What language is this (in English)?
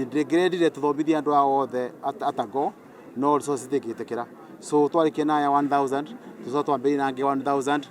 Kikuyu